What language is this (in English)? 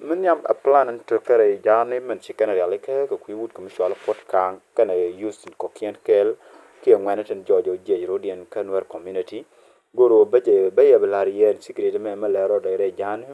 Nuer